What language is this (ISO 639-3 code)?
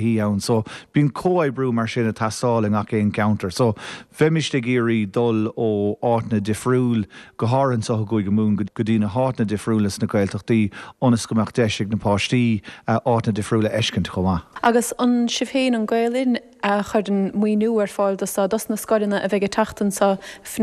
gle